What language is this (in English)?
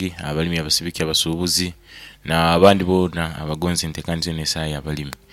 Nyankole